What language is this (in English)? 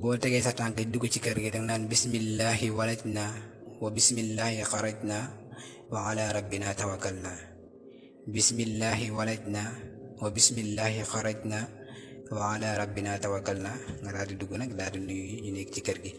Wolof